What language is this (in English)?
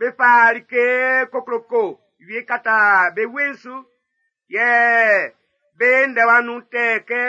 Baoulé